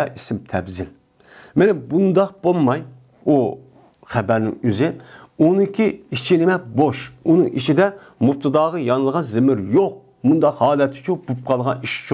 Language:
Uyghur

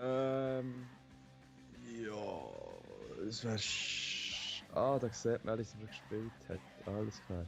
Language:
Swiss German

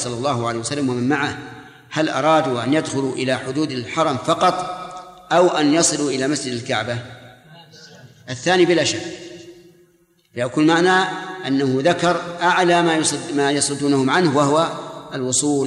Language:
Arabic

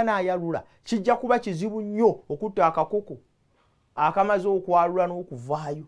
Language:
Ganda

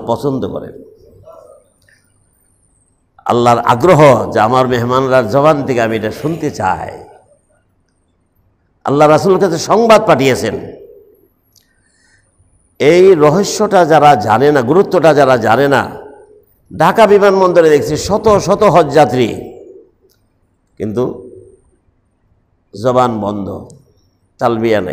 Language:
Bangla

